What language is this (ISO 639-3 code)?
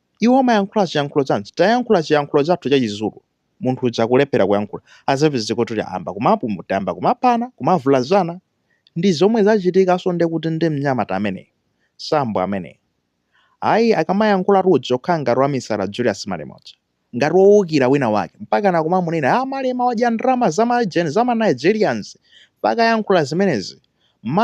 nya